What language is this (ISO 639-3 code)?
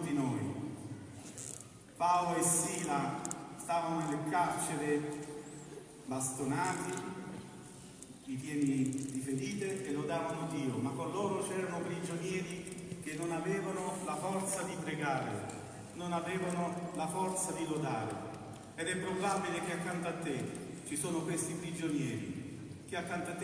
ita